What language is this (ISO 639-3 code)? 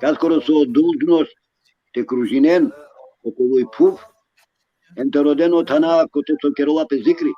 rmn